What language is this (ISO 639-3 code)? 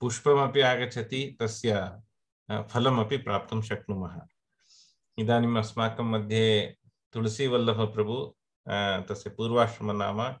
san